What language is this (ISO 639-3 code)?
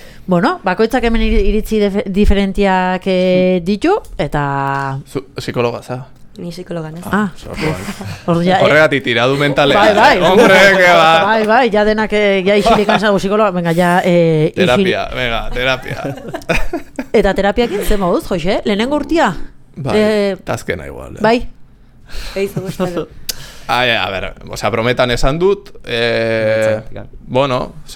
eus